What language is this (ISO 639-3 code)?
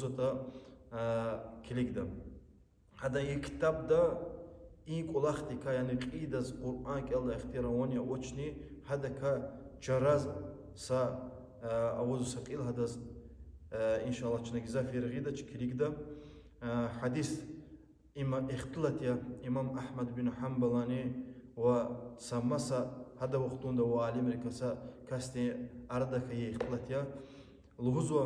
lez